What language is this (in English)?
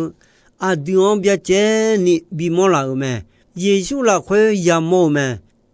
Akha